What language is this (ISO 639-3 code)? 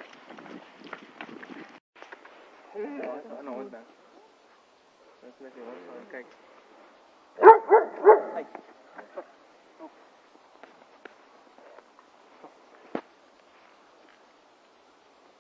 afr